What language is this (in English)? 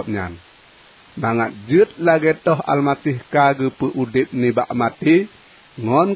Achinese